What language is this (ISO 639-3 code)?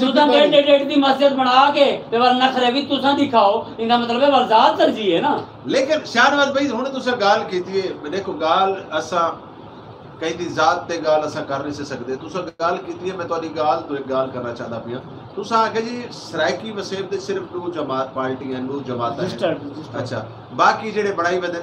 skr